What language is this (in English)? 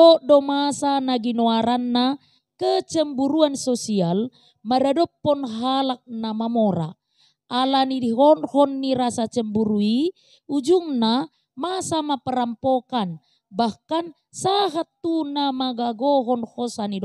Batak Toba